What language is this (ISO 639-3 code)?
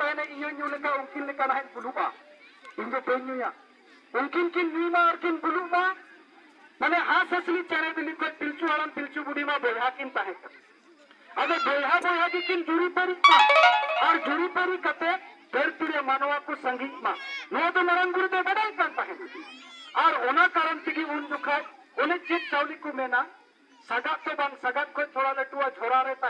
sat